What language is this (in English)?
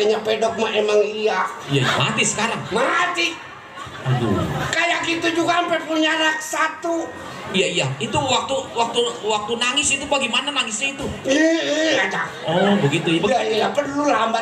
Betawi